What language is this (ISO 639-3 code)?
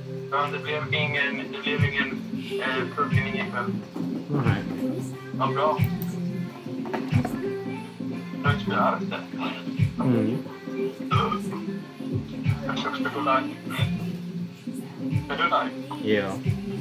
swe